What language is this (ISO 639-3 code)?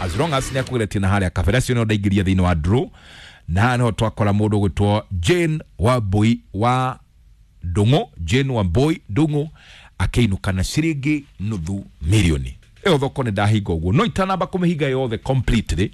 kik